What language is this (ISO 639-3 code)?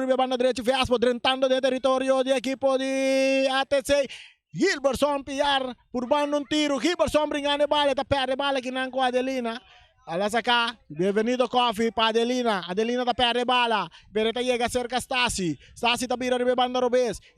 pap